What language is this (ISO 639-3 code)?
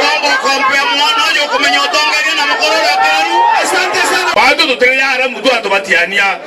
mer